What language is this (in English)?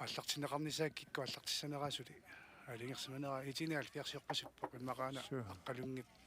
Kalaallisut